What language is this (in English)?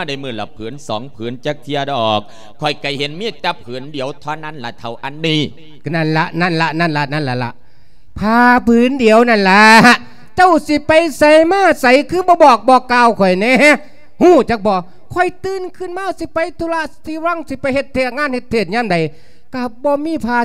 Lao